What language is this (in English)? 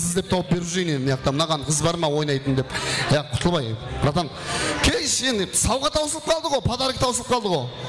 Kara-Kalpak